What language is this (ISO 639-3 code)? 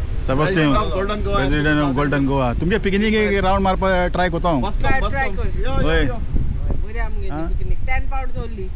kok